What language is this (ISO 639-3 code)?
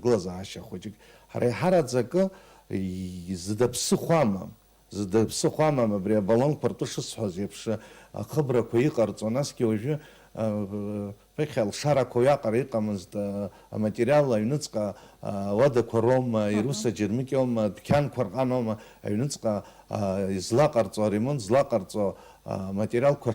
abk